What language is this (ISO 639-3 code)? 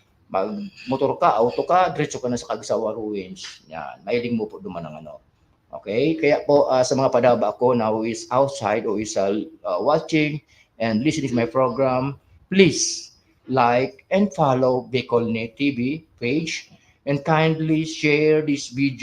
bik